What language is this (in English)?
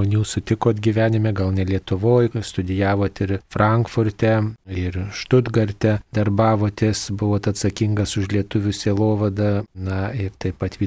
Lithuanian